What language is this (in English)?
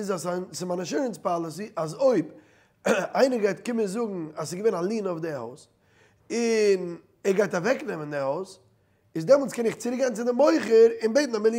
Yiddish